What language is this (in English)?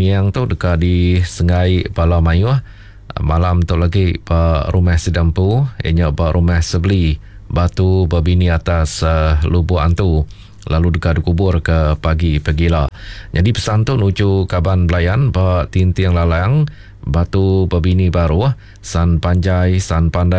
Iban